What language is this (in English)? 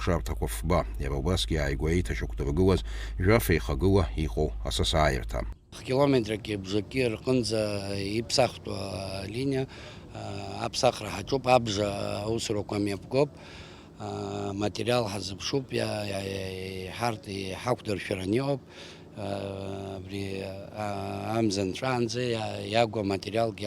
Abkhazian